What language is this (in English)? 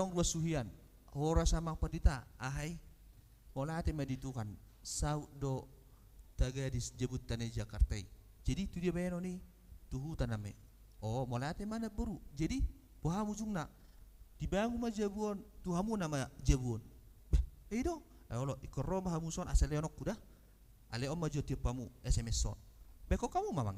Batak Toba